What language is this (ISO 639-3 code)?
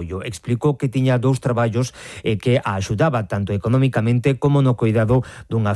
glg